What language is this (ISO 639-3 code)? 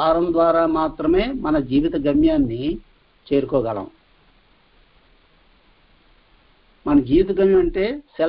tel